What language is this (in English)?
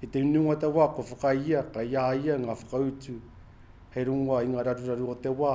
Māori